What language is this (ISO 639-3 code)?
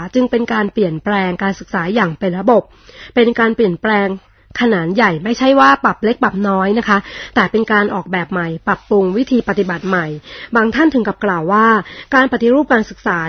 tha